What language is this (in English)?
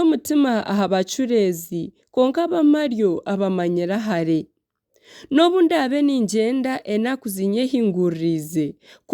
Nyankole